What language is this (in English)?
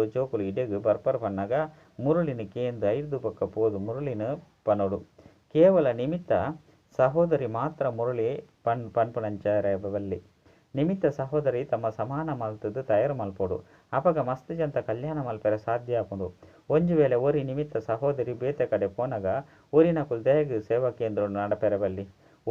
Tulu